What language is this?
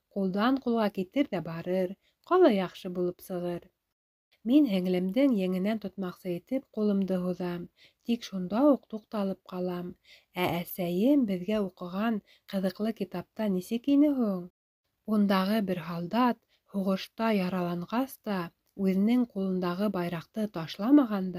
Bashkir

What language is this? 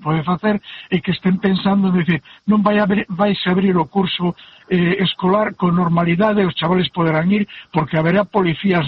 Galician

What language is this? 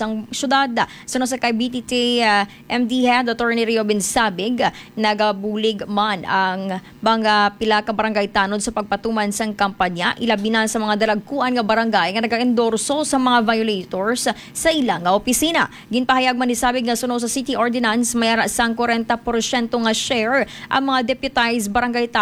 Hiligaynon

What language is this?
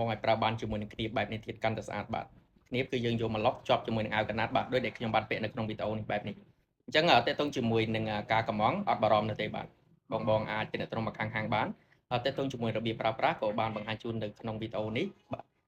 Khmer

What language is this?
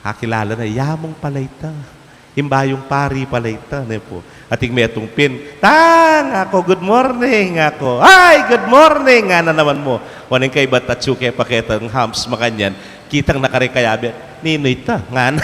Pampanga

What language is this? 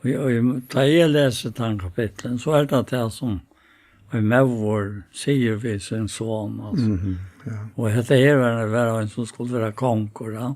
Faroese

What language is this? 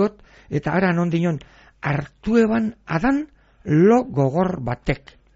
Basque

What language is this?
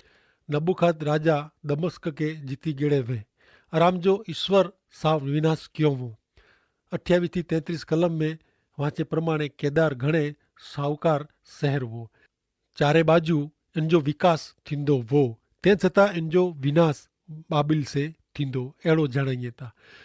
Kachhi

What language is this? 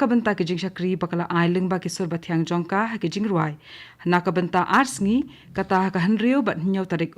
Khasi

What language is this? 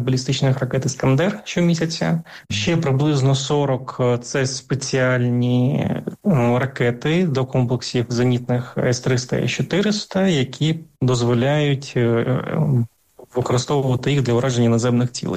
Ukrainian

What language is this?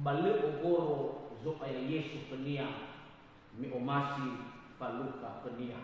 Nias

